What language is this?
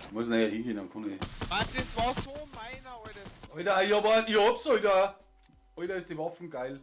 Bavarian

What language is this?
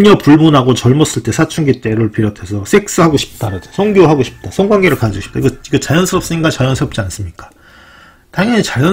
Korean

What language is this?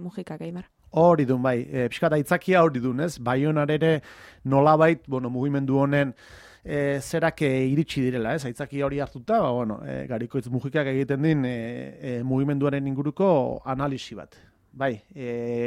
Basque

